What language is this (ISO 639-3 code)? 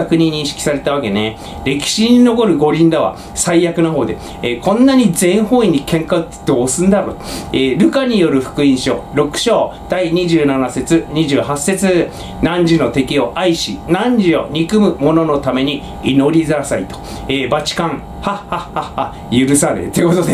jpn